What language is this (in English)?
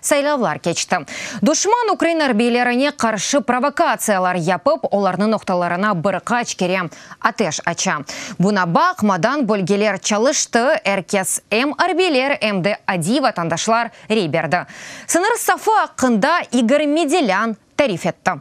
Crimean Tatar